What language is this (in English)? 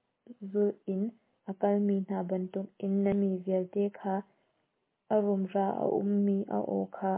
Hakha Chin